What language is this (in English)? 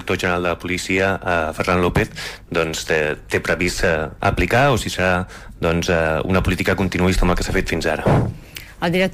Catalan